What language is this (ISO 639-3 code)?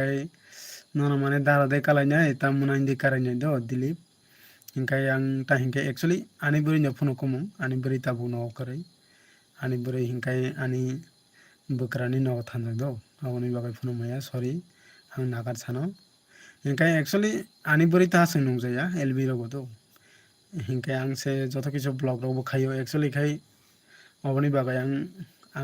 trp